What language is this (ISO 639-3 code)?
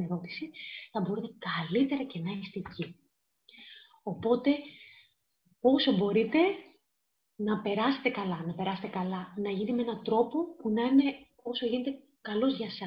ell